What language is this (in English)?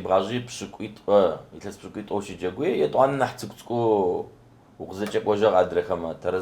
Adyghe